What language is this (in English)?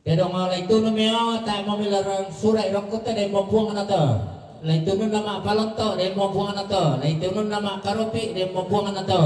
Toraja-Sa'dan